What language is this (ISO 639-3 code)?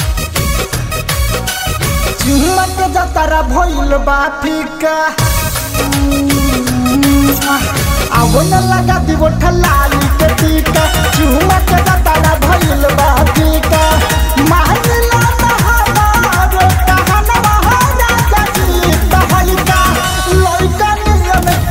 bho